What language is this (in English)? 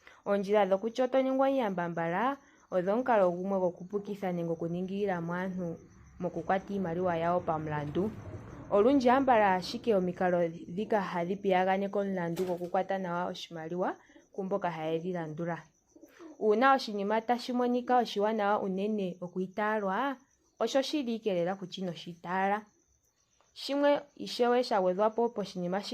Ndonga